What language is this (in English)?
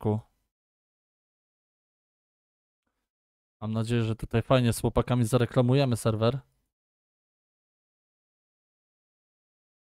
Polish